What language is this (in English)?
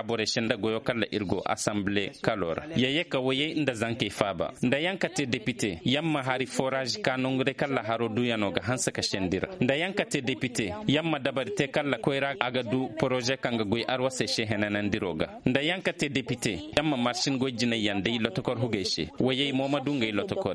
Zarma